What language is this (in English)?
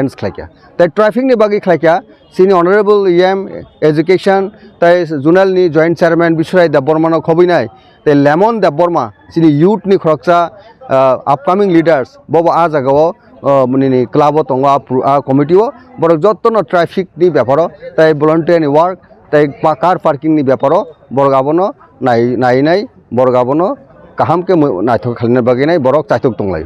Kok Borok